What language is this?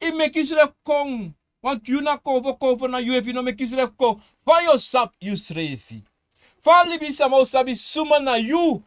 Sranan Tongo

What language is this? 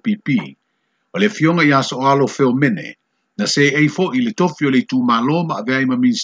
Samoan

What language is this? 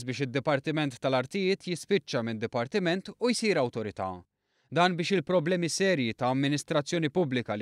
Maltese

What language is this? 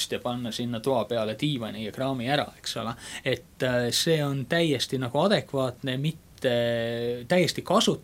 Estonian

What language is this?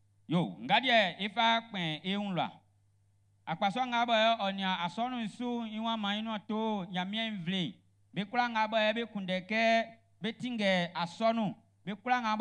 Baoulé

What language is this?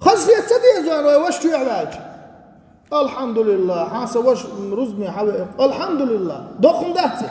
Chechen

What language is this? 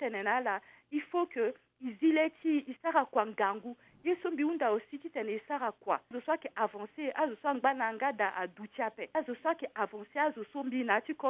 Sango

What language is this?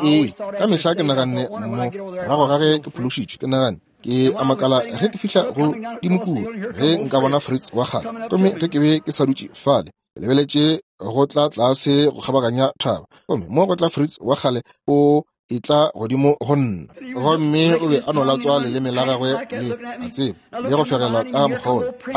Northern Sotho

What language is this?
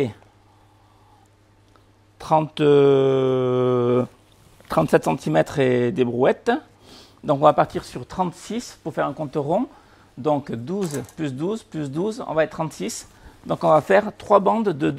French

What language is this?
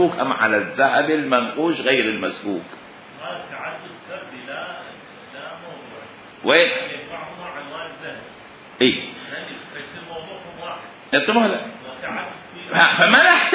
Mesopotamian Arabic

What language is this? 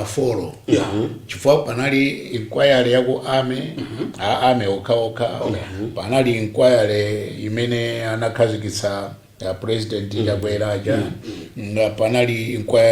Nyanja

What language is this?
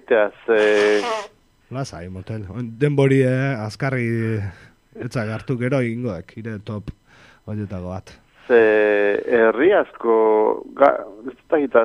Basque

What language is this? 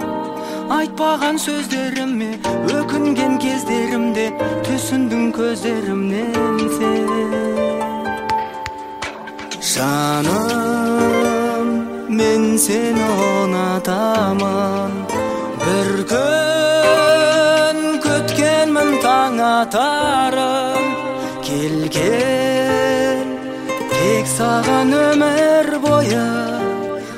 Kazakh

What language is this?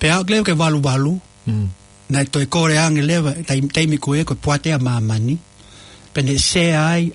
Tongan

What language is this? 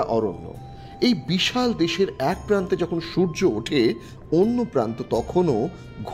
Bangla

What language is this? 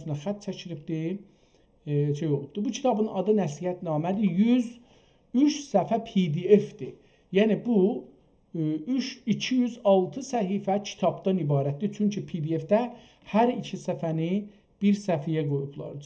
South Azerbaijani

